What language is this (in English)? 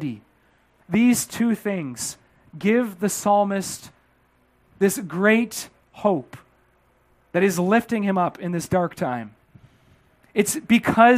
English